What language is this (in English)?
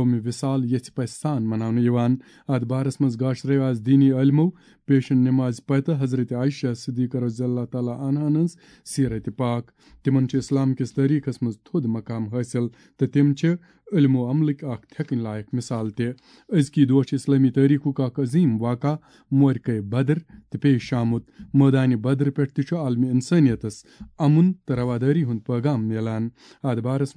Kashmiri